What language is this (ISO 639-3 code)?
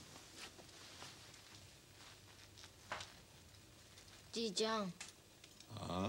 jpn